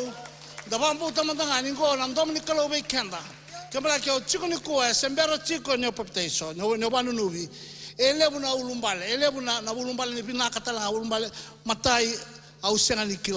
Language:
Fijian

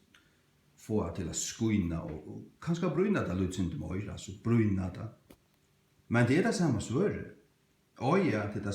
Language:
Faroese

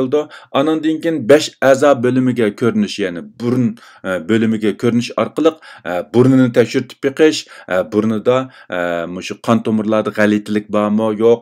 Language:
Uyghur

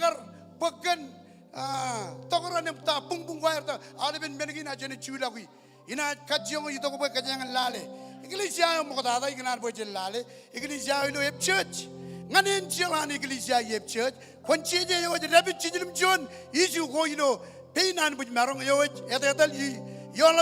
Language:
Marshallese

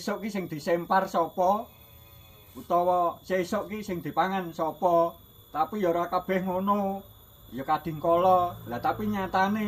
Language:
Javanese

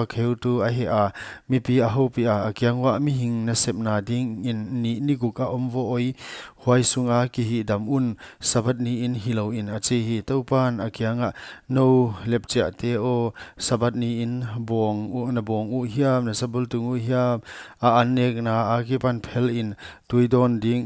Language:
Paite Chin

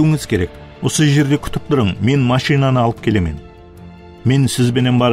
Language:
Kara-Kalpak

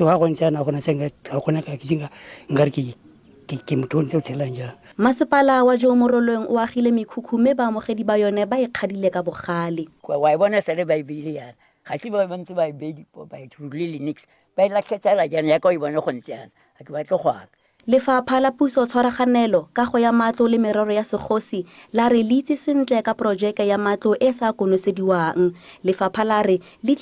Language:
Tswana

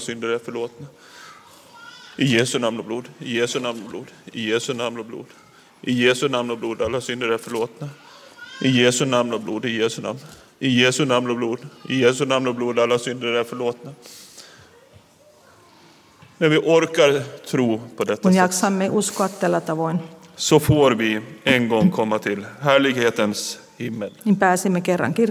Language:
Swedish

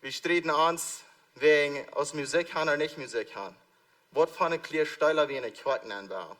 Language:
Plautdietsch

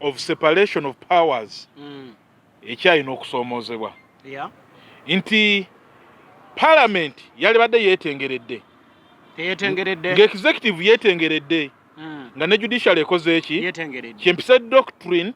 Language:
Ganda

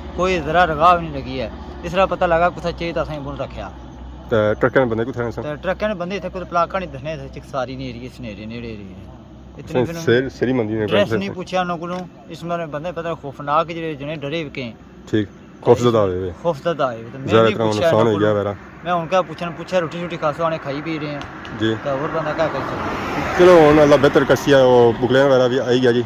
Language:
Pahari-Potwari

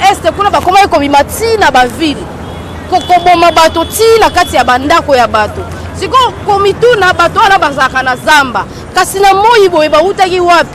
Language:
Lingala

